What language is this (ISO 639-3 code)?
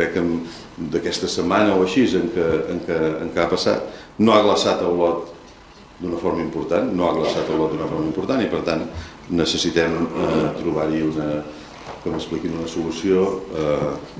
cat